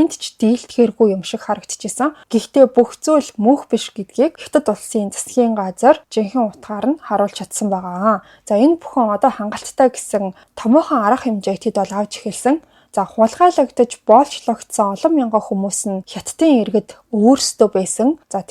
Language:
Mongolian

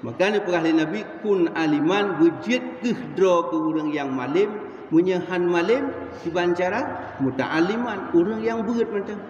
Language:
Achinese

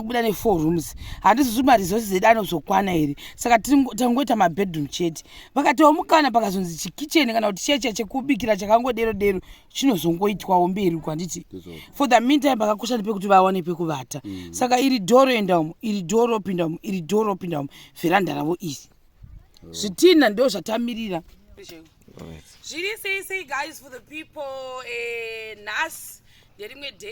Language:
Shona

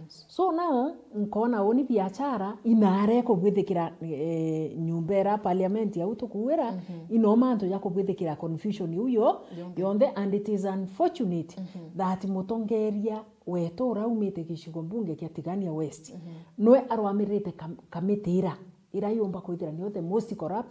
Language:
Meru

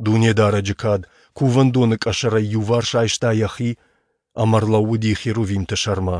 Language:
Ossetic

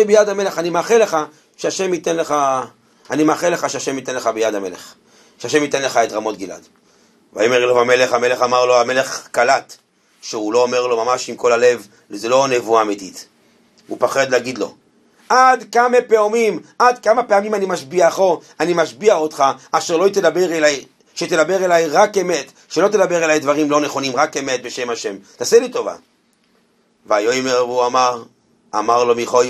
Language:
Hebrew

